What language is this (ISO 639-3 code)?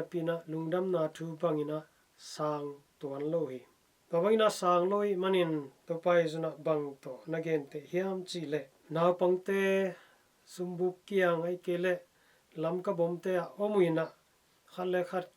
ctd